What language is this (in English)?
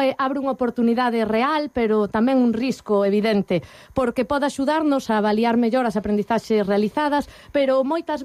Galician